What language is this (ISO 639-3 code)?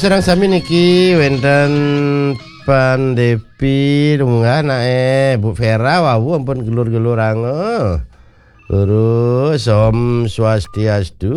ban